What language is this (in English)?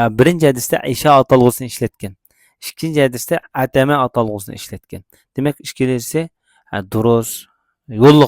Uyghur